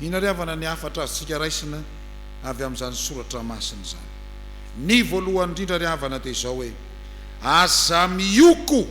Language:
Malagasy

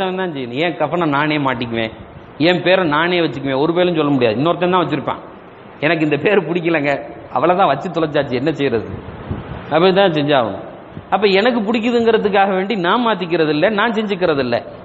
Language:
Tamil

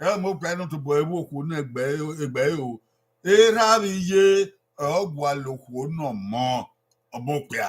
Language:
Bini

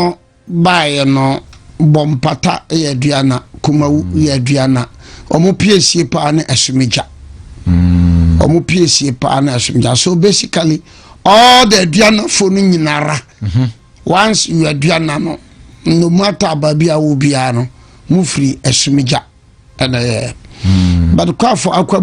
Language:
Akan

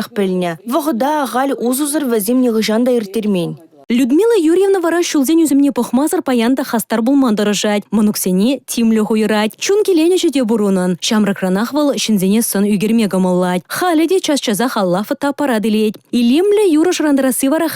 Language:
Chuvash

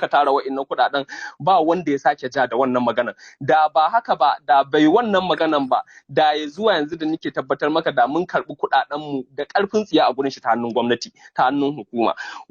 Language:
Hausa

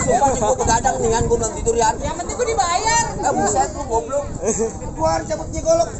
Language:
Betawi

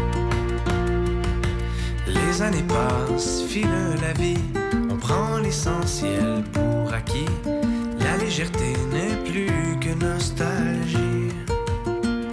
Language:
French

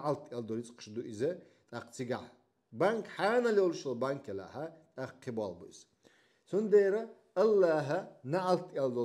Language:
Chechen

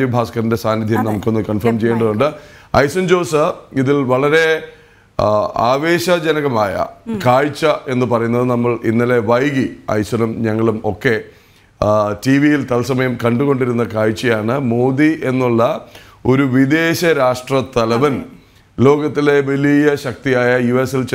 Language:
Malayalam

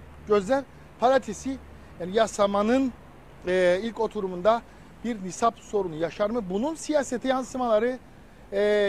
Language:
Turkish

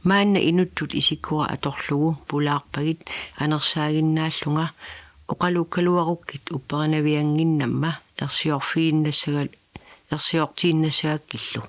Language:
Kalaallisut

